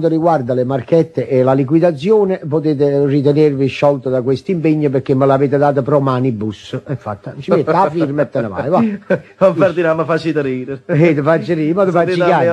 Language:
Italian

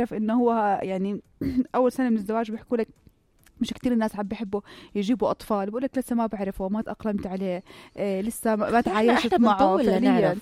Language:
North Levantine Arabic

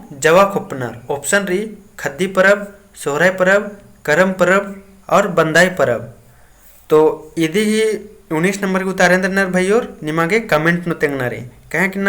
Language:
Kurukh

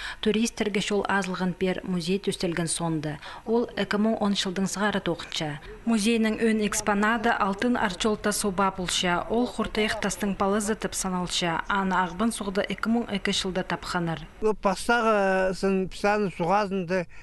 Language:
Khakas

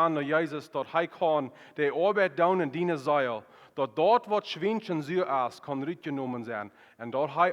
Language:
Plautdietsch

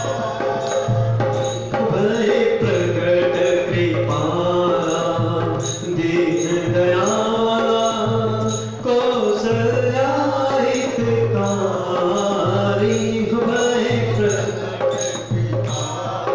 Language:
Hindi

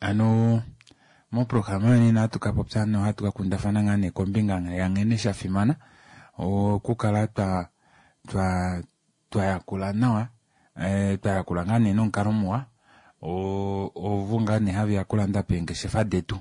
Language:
Kuanyama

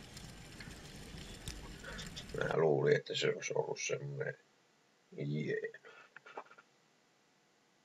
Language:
Finnish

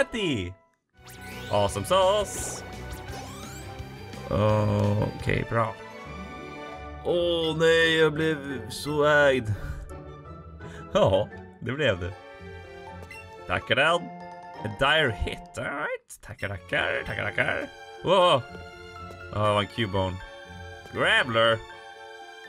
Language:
Swedish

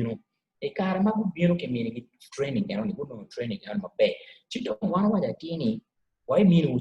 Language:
Acoli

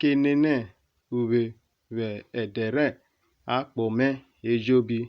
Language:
Urhobo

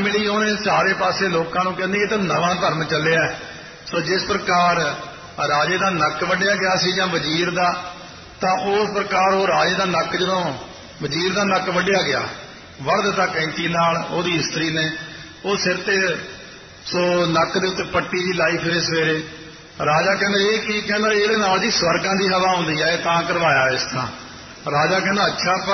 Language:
Punjabi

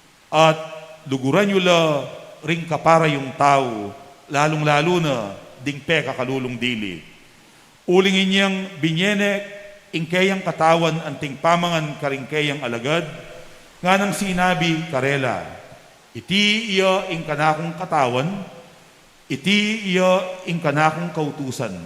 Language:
Pampanga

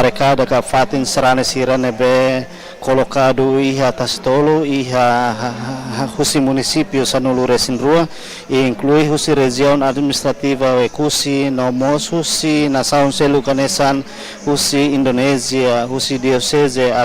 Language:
Tetum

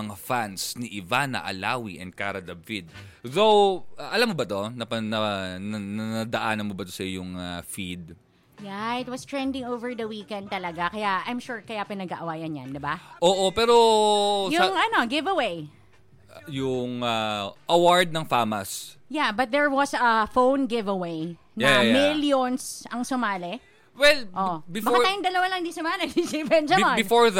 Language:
Filipino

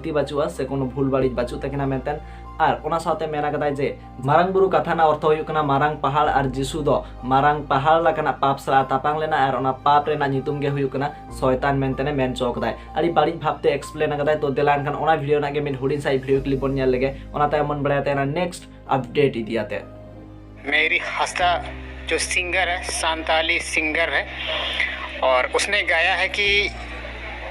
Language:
Santali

